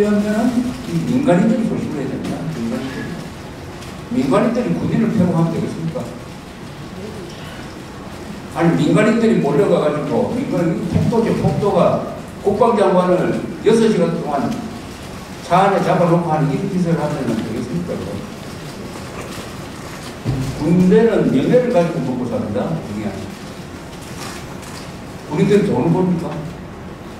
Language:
Korean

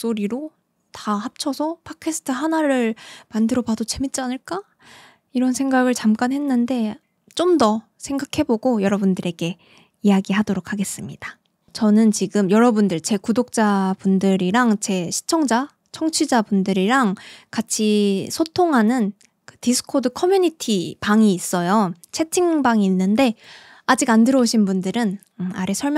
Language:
Korean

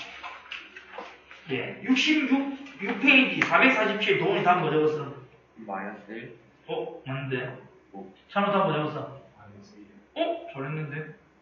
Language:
Korean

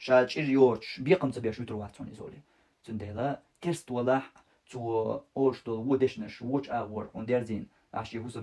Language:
Chechen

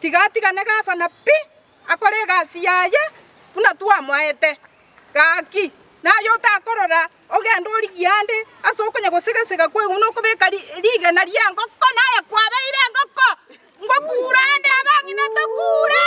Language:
Gusii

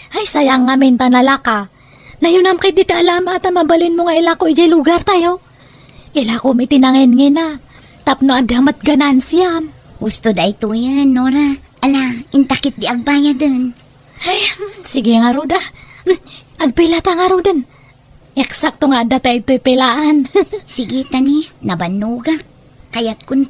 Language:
Iloko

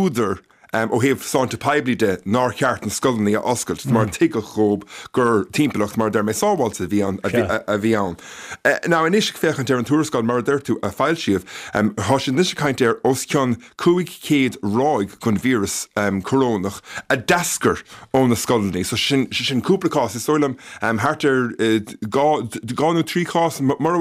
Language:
Irish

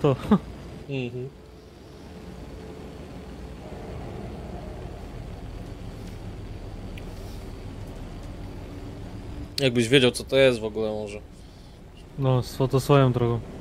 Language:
Polish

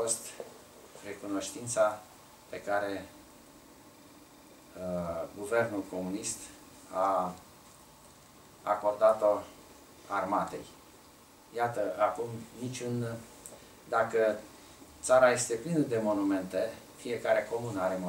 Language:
Romanian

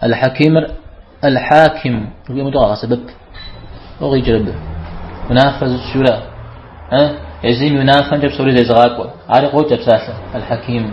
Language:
Kabardian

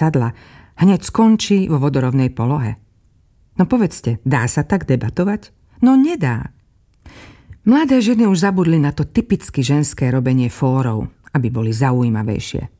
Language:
Slovak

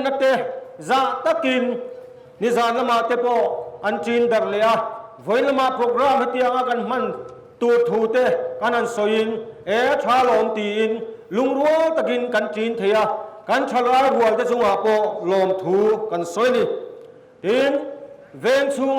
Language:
Mizo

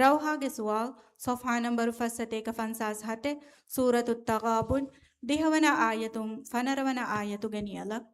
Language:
Divehi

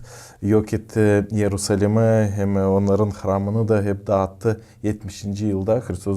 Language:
Gagauz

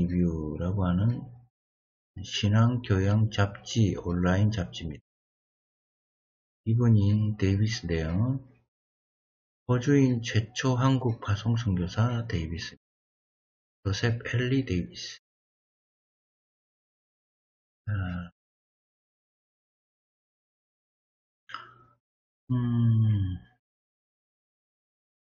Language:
Korean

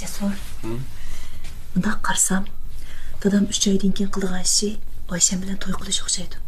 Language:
Uyghur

